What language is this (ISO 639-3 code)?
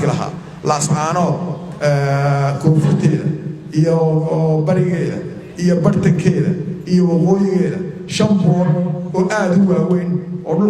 som